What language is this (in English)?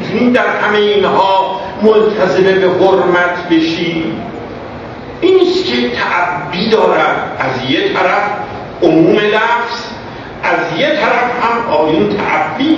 Persian